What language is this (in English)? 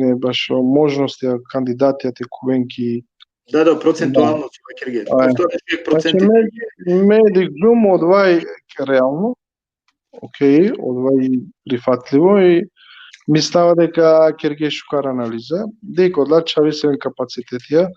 Balkan Romani